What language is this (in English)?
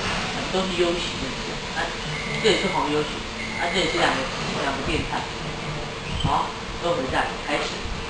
Chinese